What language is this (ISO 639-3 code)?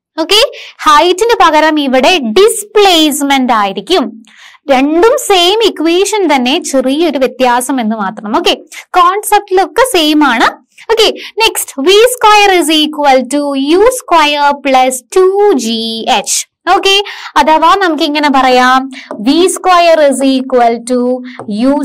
mal